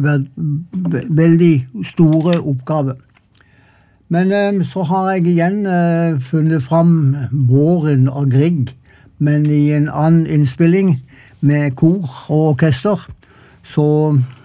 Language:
Norwegian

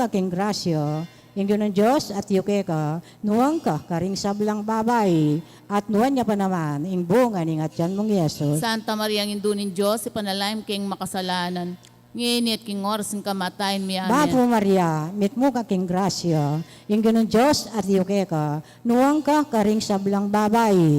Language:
Pampanga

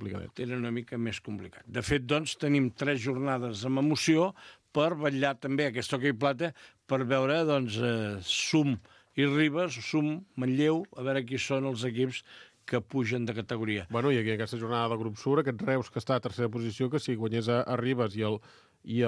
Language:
Catalan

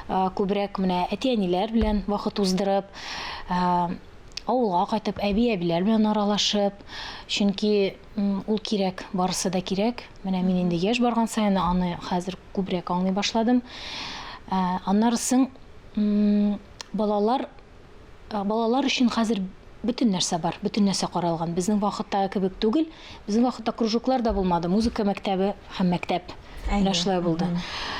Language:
Tatar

